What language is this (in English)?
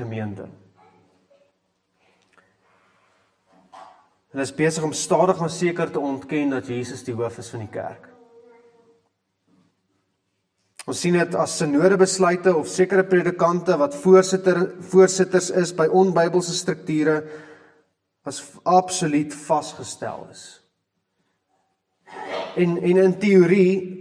Afrikaans